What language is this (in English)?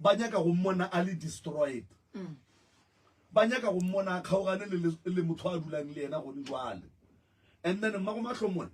Northern Sotho